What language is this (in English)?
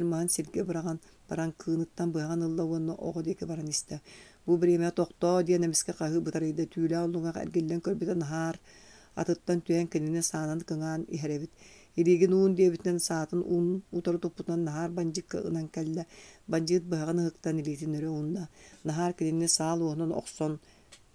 Yakut